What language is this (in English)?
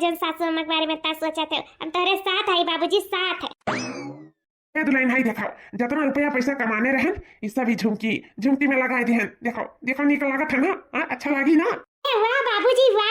Awadhi